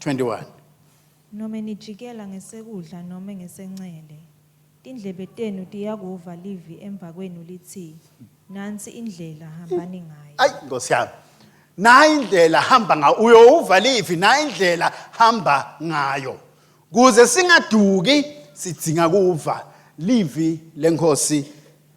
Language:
Swati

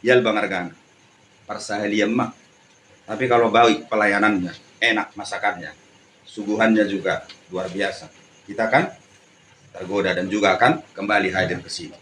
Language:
Batak Toba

